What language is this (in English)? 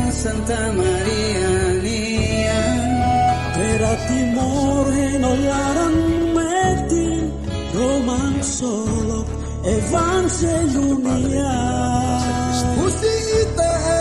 Tetum